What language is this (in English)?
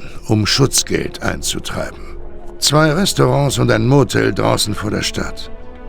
Bavarian